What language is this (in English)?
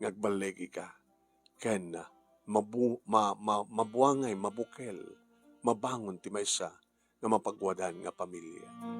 Iloko